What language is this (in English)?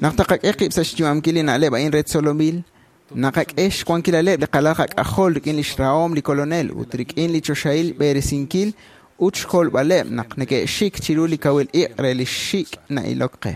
Kekchí